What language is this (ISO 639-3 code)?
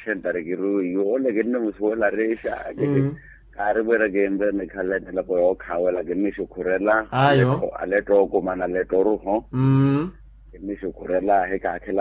vmw